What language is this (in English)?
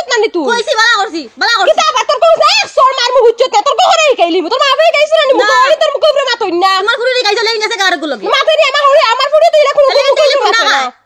Sylheti